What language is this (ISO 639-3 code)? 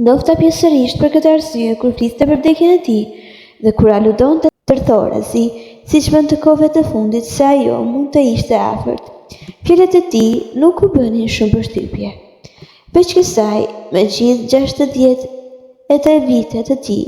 sqi